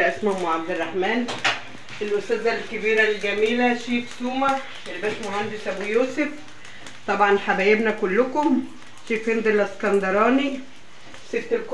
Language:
Egyptian Arabic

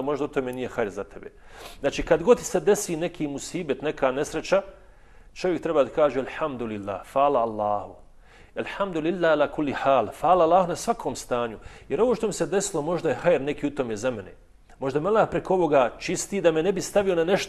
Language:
Bosnian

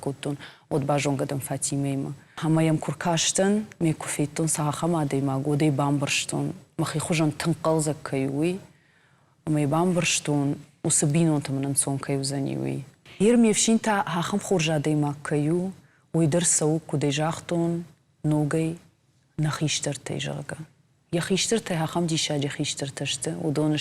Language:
Ossetic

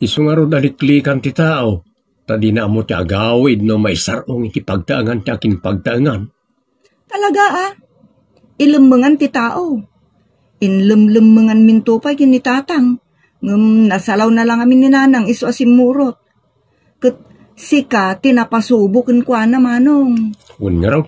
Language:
Iloko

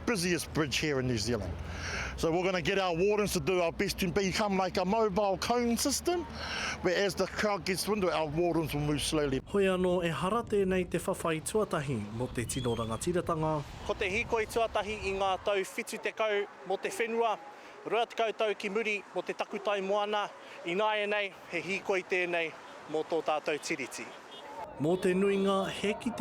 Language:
Māori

